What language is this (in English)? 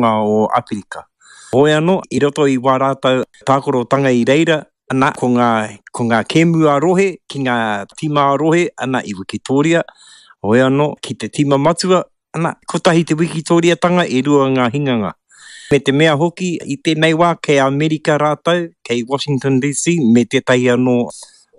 Māori